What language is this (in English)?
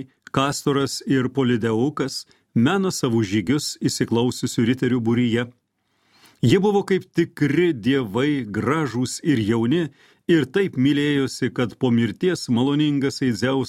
Lithuanian